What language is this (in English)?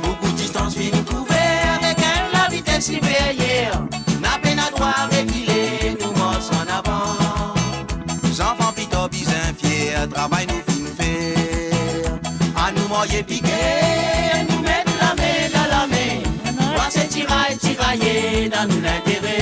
Morisyen